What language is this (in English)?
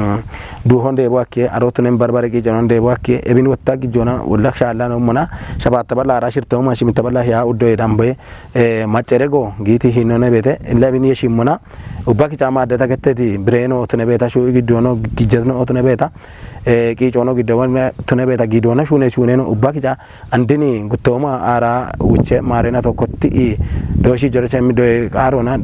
Kafa